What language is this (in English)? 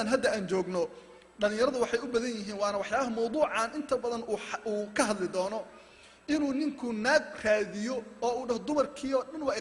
Somali